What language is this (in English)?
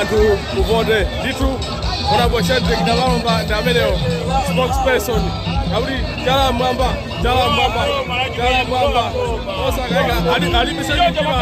Nyanja